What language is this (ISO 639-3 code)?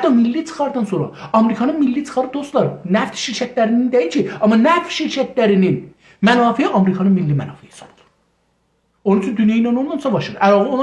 azb